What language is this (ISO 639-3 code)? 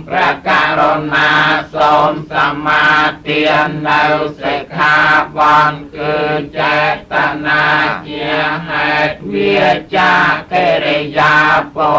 khm